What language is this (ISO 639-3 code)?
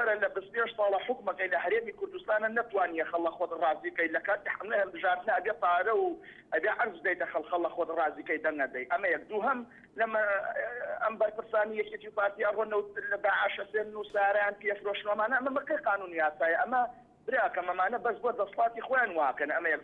ckb